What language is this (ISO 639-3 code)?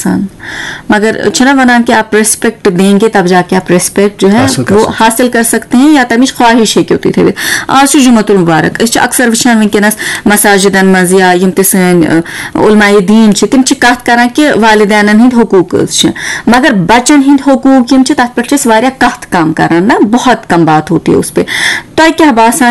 kas